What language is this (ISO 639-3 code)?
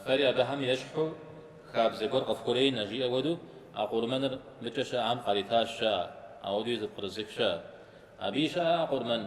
kbd